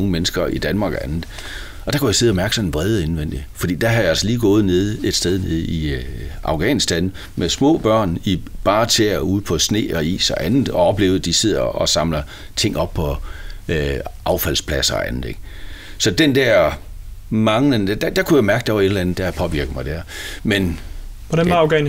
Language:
Danish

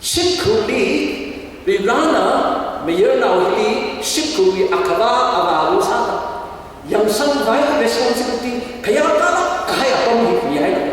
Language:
Tangkhul Naga (India)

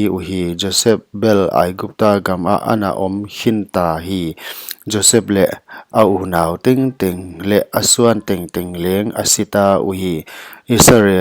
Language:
Paite Chin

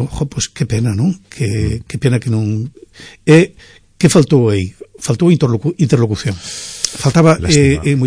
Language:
Galician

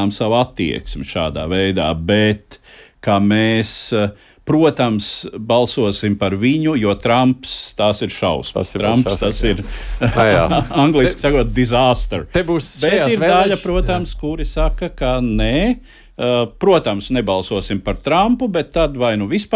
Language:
Latvian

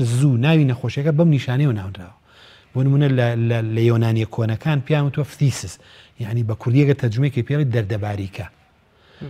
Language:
Central Kurdish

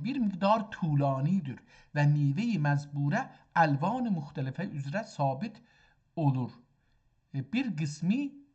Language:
South Azerbaijani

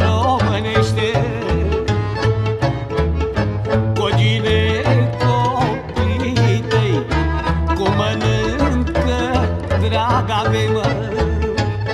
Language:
Romanian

